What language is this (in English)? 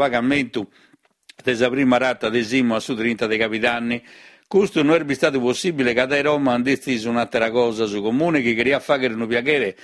Sardinian